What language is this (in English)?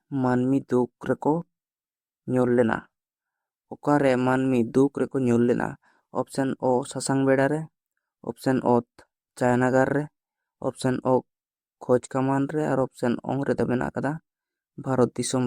Santali